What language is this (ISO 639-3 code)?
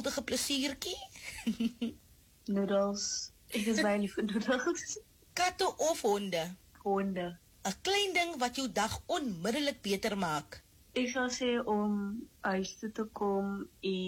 afr